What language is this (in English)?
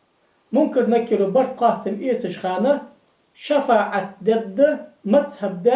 Ingush